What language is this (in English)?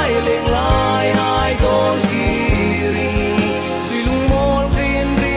Hmar